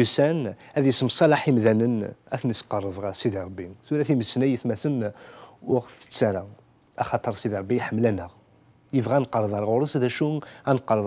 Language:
Kabyle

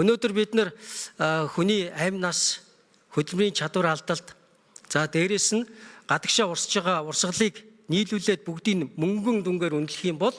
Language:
Mongolian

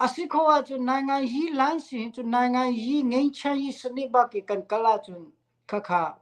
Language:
Hakha Chin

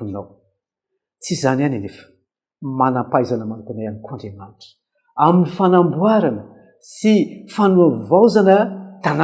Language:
Malagasy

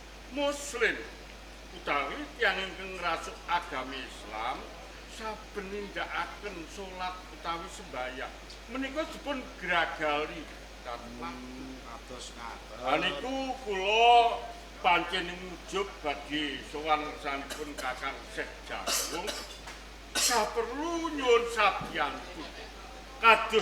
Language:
Javanese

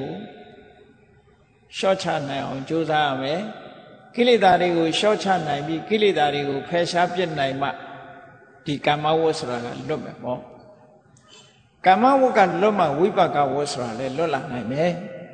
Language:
Burmese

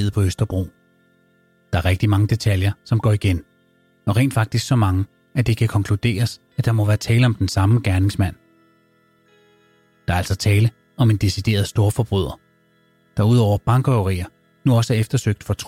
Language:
Danish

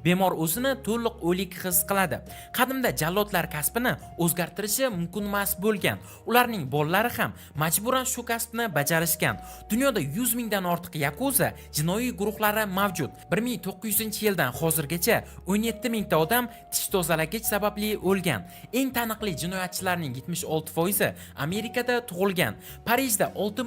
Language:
Uzbek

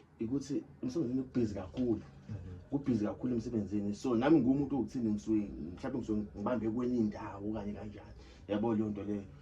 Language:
Zulu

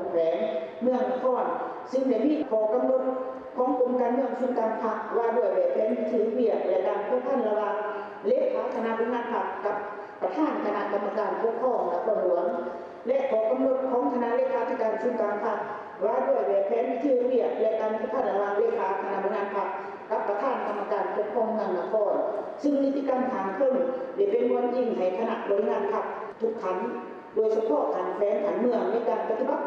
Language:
Lao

